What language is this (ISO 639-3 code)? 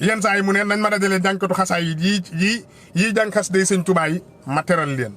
wol